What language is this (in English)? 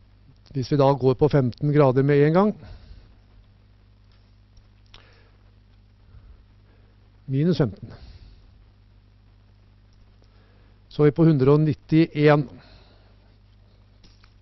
Norwegian